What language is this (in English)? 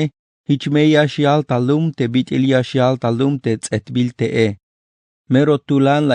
Tzeltal